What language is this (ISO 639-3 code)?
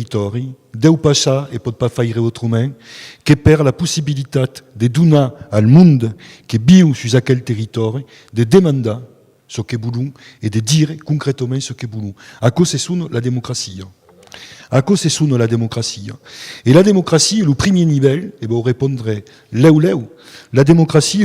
oci